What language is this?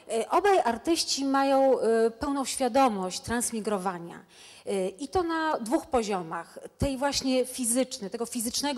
Polish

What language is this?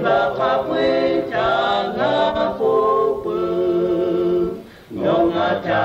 Lahu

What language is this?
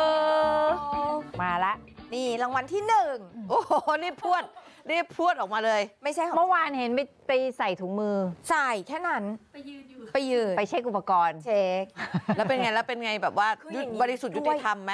Thai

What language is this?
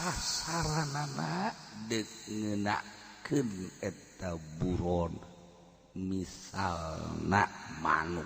Sundanese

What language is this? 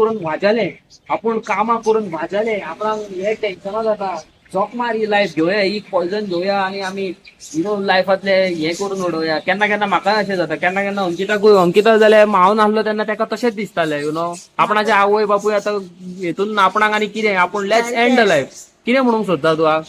Konkani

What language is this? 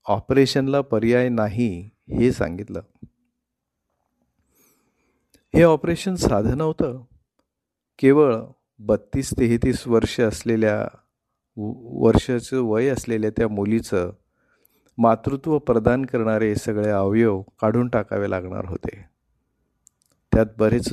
Marathi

